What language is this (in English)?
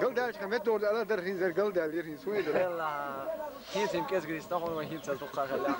Chechen